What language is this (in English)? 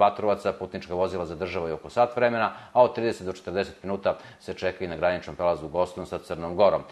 Serbian